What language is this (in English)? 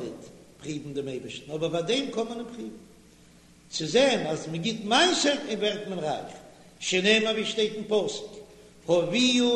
Yiddish